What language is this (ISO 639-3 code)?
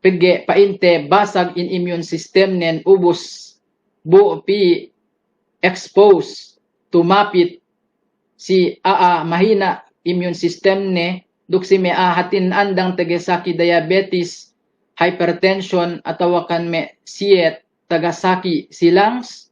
yka